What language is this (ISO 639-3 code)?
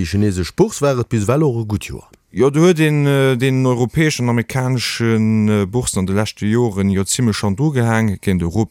ltz